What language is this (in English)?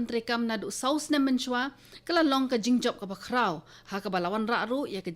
Khasi